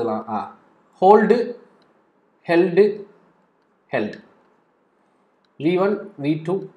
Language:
Tamil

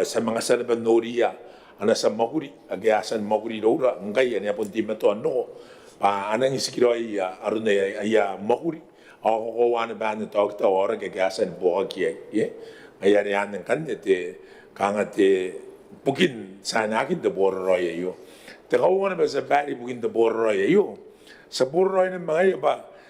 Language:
Gilbertese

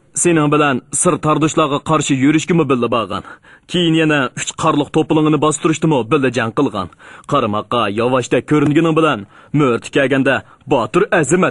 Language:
Uyghur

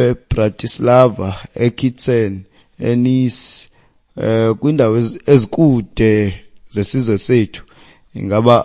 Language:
Xhosa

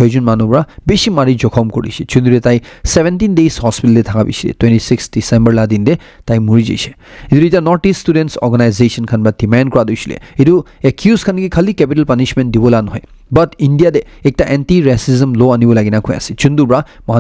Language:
Naga Pidgin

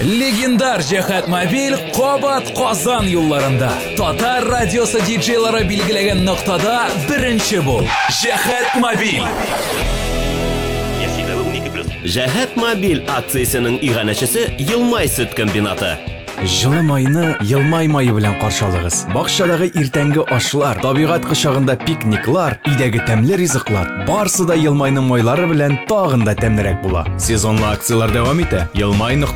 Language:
Tatar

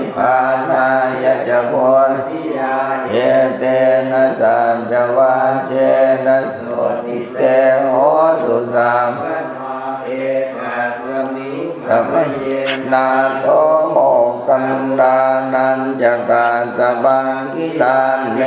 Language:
Pali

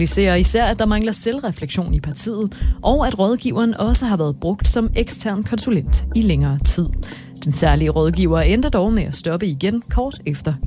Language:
Danish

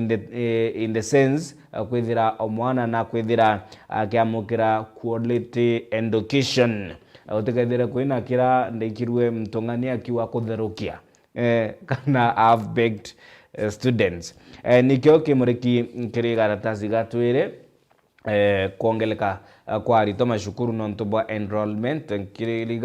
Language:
Meru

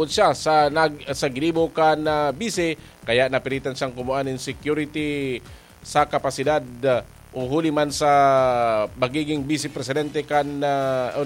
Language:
Bikol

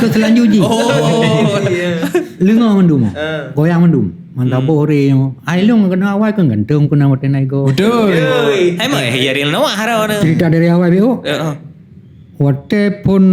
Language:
Achinese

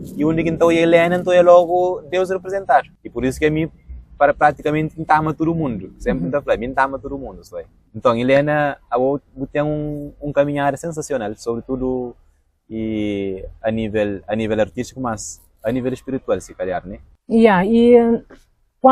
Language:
Kabuverdianu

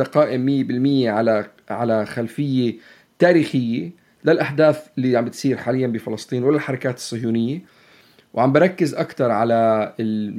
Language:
North Levantine Arabic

